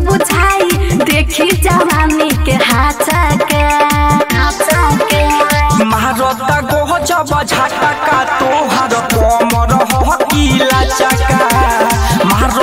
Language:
Bhojpuri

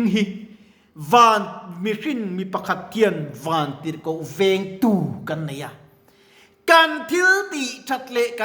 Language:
Mizo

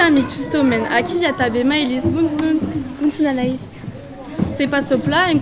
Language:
Occitan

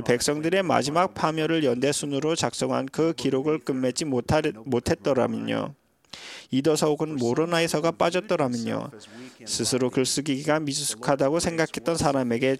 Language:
Korean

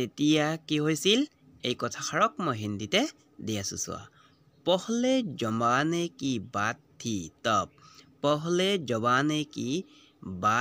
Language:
Assamese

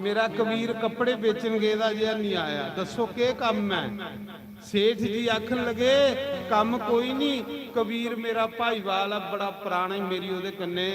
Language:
Dogri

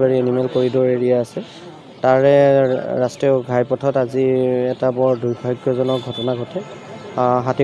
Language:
Assamese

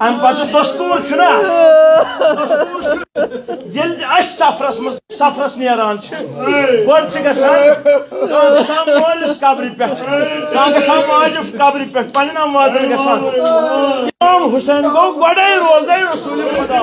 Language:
Kashmiri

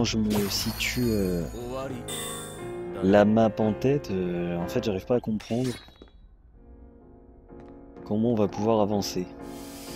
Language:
French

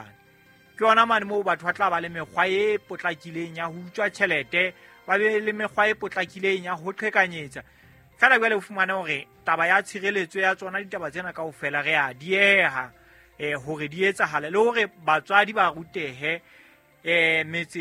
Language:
Southern Sotho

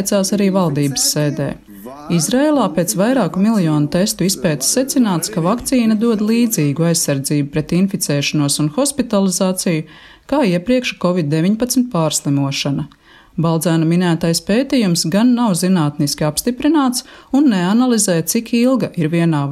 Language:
Latvian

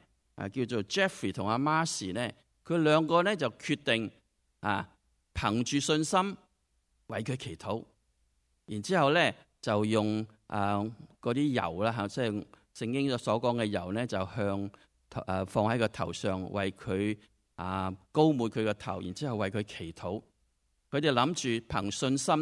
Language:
Cantonese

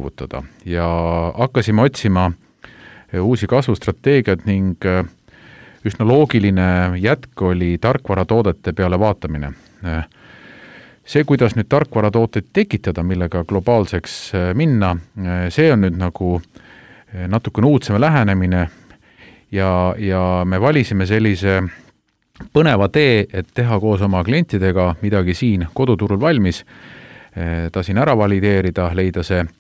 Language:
Estonian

